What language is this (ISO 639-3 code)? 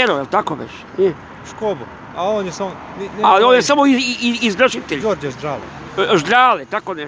srp